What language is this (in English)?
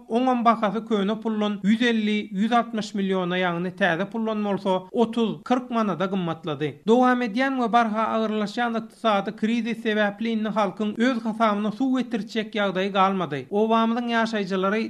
Turkmen